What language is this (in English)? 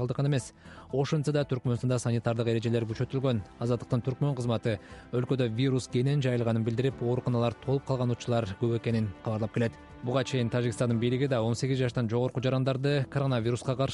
Kyrgyz